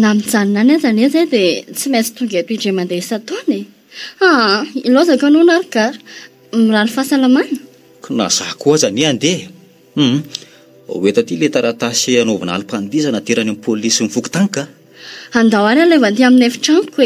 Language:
Malagasy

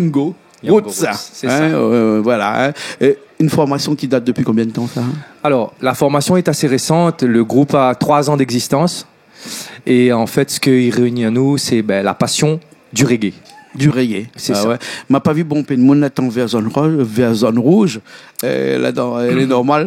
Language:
Réunion Creole French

